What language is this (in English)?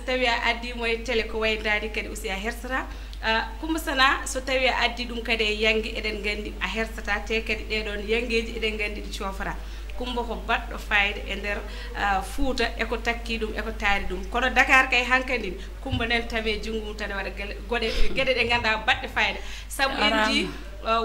Fula